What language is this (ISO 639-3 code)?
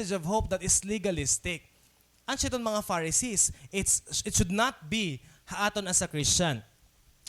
war